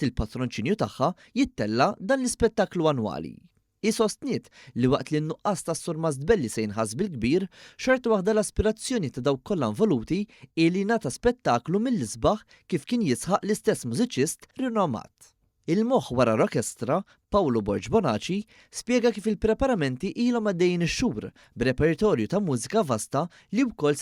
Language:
Maltese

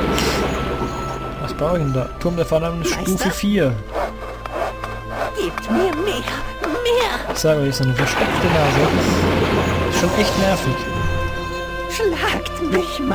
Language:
German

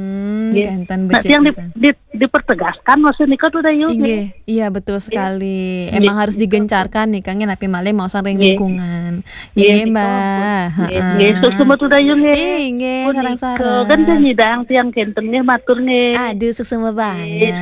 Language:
Balinese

